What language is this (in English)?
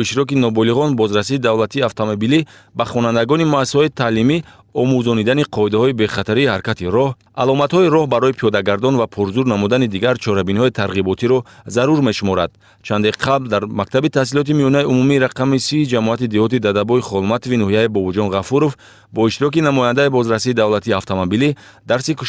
Tajik